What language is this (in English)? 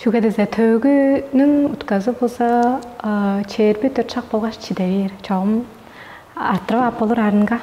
Tuvinian